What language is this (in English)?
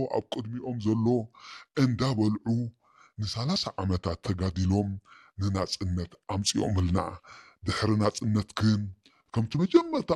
Tigrinya